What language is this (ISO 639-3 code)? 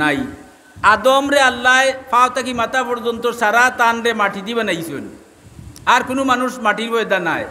syl